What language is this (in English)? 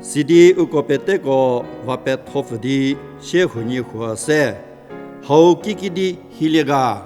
Angami Naga